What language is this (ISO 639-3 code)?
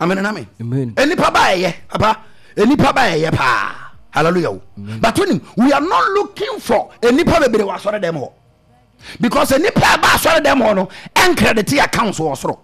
aka